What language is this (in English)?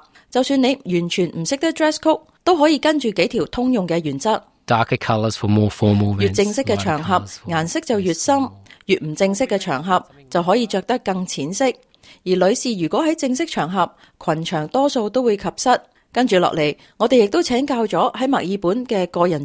Cantonese